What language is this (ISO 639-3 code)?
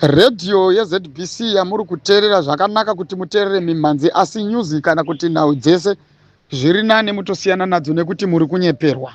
sna